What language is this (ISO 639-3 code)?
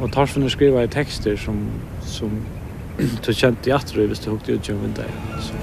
fao